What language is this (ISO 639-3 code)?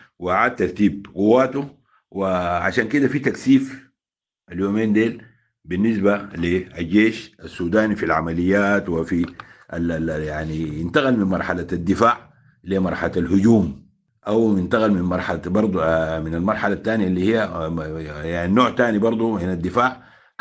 apd